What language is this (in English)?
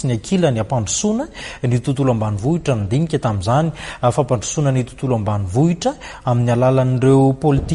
Malagasy